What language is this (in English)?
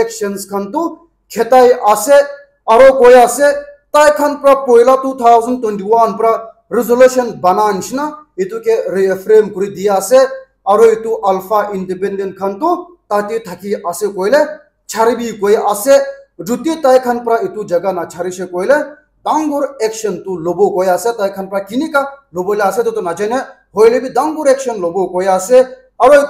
Naga Pidgin